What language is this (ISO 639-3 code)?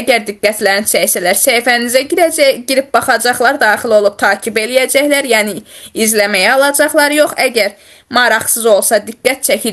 aze